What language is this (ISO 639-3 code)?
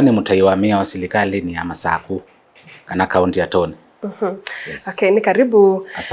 kam